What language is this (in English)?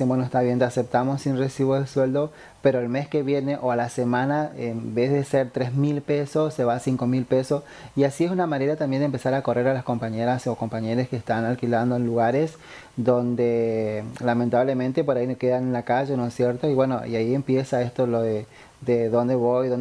Spanish